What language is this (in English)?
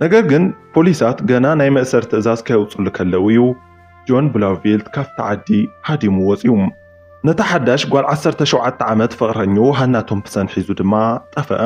Tigrinya